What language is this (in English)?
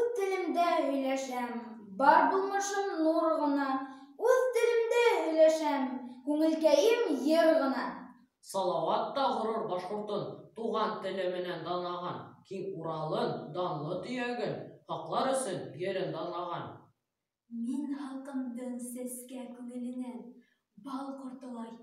Bashkir